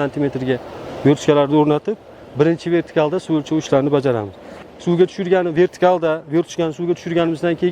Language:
Uzbek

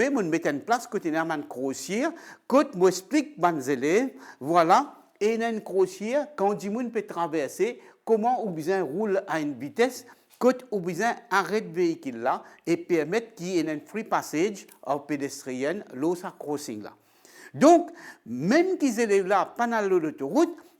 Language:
Morisyen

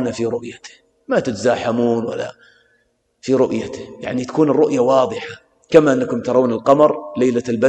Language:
Arabic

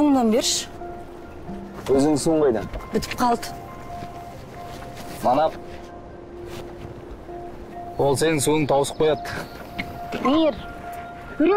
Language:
Kazakh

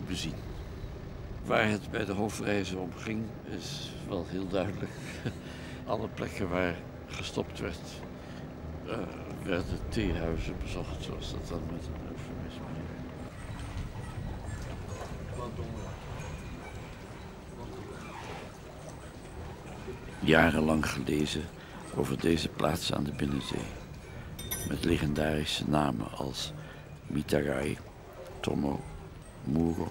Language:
Dutch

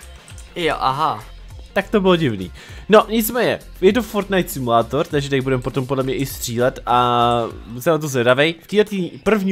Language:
Czech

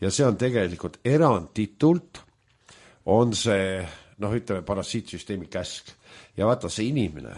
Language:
Estonian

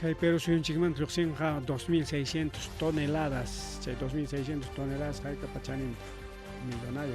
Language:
Ayacucho Quechua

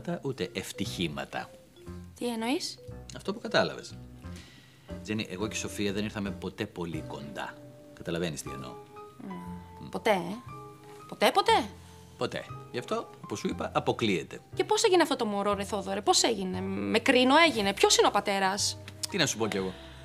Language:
Greek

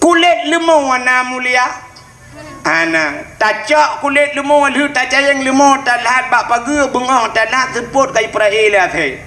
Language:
Achinese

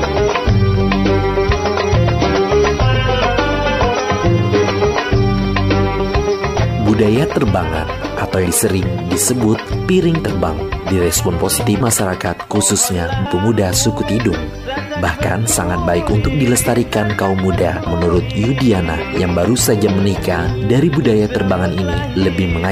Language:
Indonesian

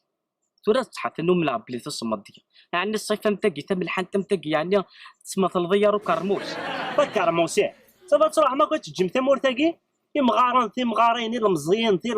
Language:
Kabyle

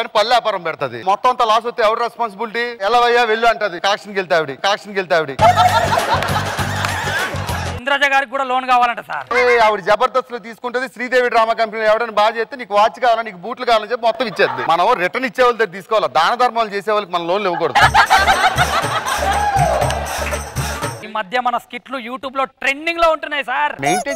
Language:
Telugu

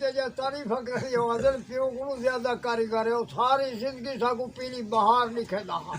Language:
Saraiki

